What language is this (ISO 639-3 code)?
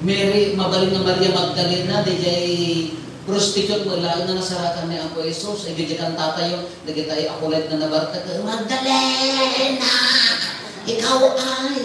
ilo